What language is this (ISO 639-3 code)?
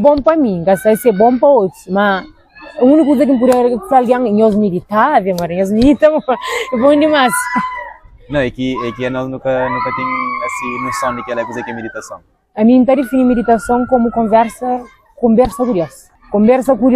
kea